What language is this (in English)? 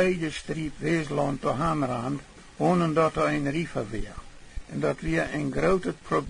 Plautdietsch